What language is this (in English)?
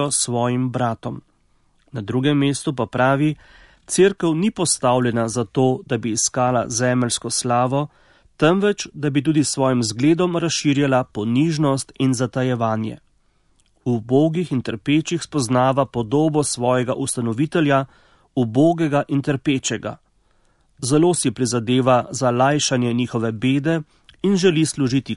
Slovenian